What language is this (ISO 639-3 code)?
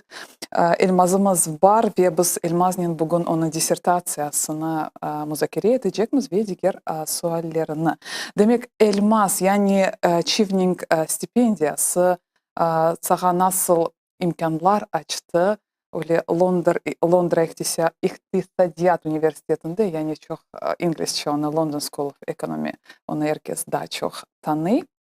crh